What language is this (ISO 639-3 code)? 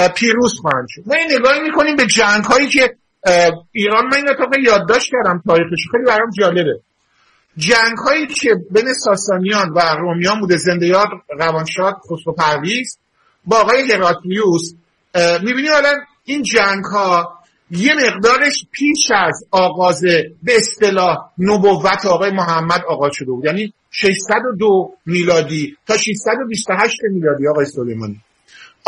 fas